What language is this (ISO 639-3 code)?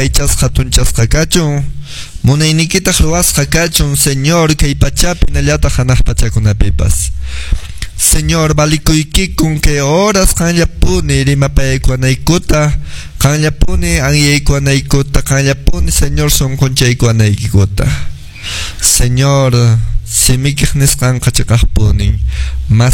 que